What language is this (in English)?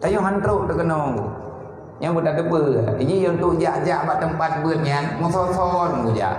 Achinese